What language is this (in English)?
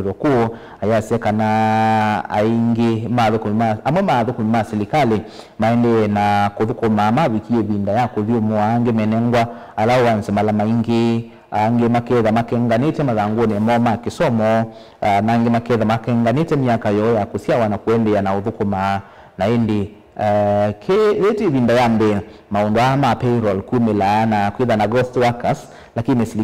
Kamba